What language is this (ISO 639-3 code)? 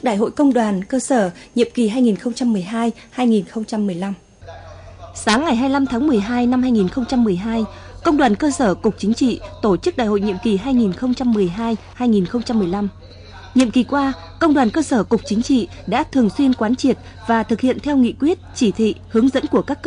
vie